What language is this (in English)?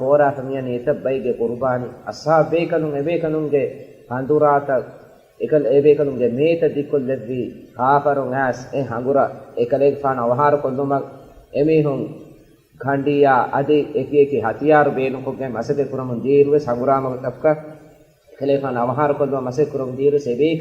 Divehi